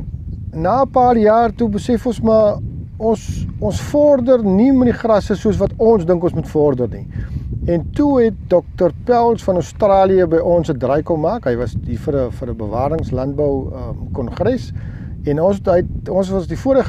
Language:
Afrikaans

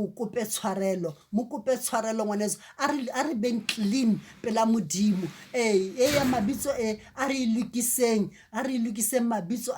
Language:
Southern Sotho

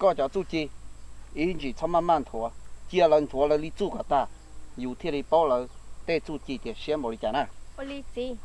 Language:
Hmong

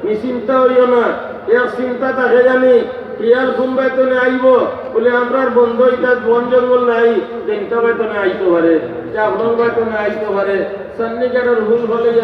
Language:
Sylheti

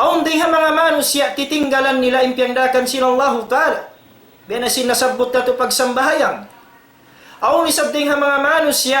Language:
Tausug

